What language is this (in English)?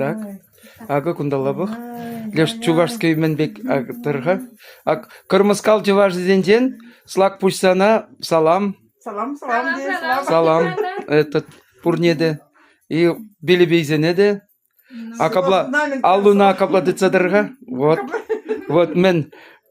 Chuvash